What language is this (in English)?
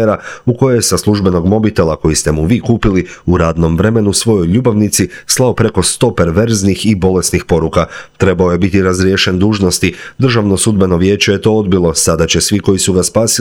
Croatian